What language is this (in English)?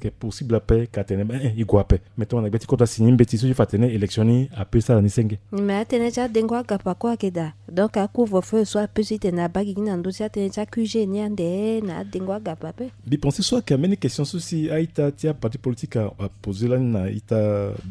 Sango